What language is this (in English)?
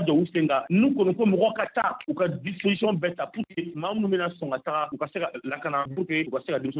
Bambara